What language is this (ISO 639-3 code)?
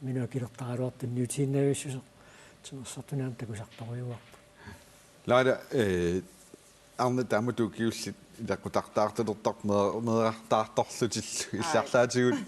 kal